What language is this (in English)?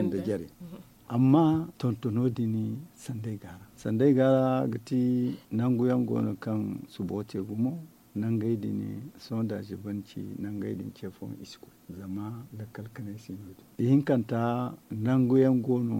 Zarma